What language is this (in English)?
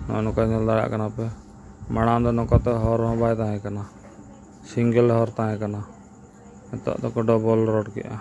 Santali